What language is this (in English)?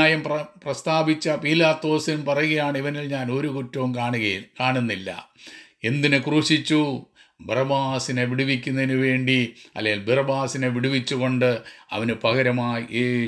Malayalam